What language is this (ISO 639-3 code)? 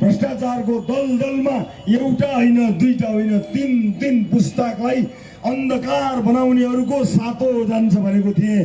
nep